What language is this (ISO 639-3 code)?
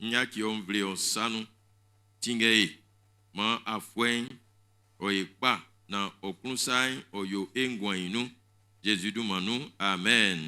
bci